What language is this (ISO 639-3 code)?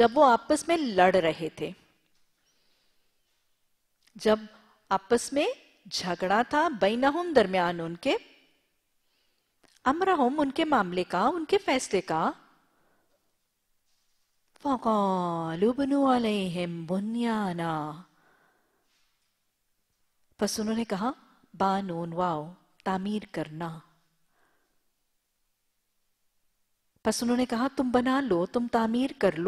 urd